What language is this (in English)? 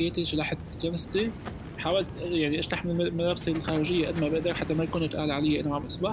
North Levantine Arabic